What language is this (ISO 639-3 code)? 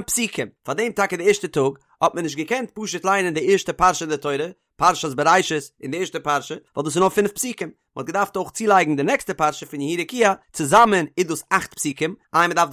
yid